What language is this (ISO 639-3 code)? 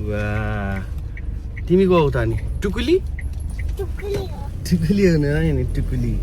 nep